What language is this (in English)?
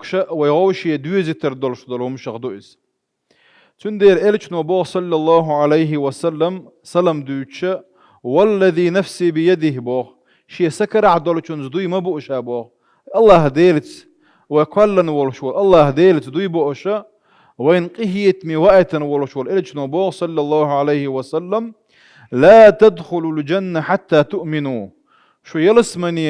Chechen